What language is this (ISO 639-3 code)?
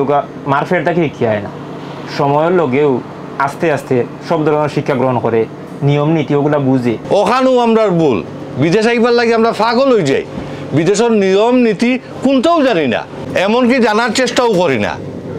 syl